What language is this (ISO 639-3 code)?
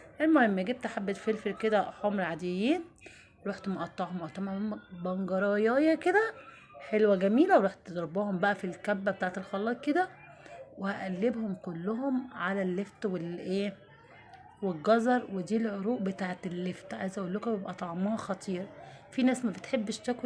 arz